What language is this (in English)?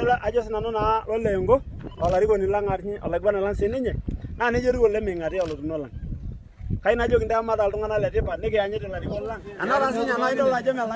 Masai